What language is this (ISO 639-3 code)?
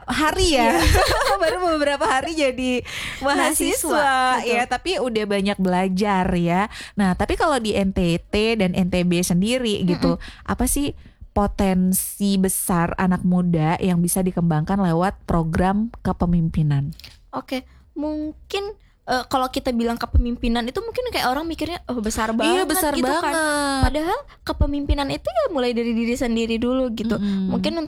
ind